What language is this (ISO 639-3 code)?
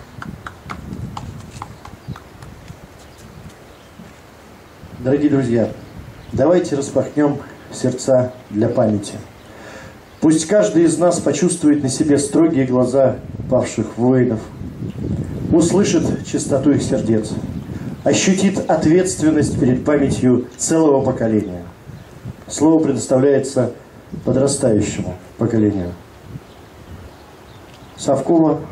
rus